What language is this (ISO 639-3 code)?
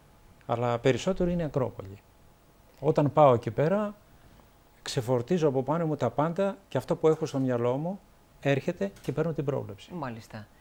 ell